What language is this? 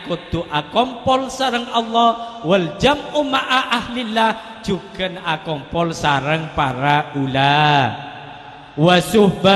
Madurese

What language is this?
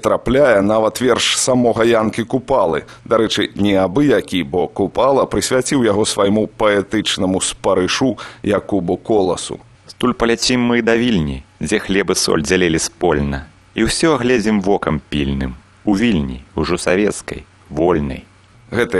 Belarusian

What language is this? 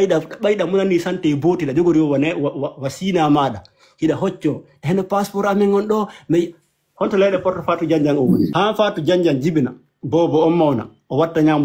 Fula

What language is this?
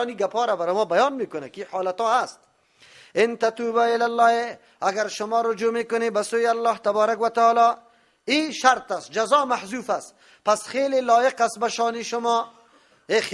Persian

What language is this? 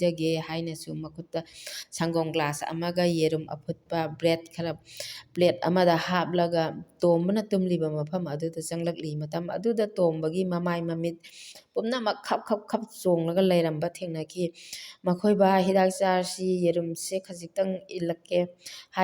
Manipuri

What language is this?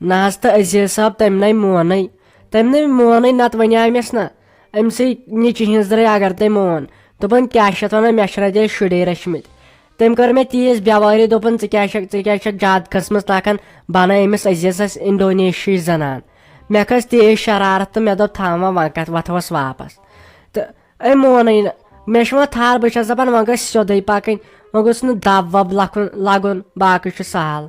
Kashmiri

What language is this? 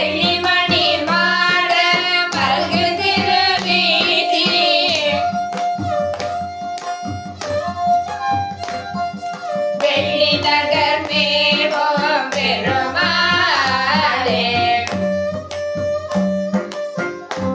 Tamil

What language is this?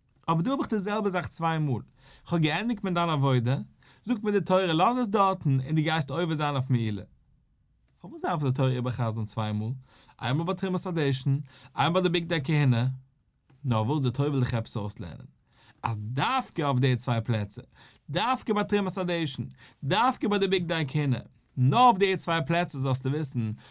Yiddish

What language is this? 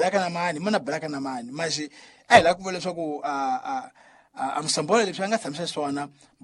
Tsonga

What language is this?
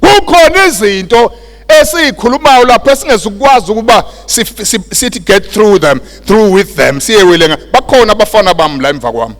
Zulu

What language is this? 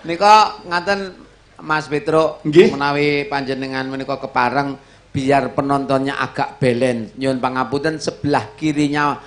Javanese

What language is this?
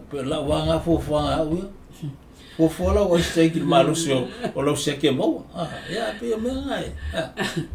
Samoan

